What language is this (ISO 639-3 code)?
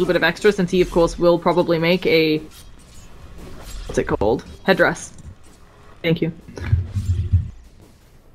eng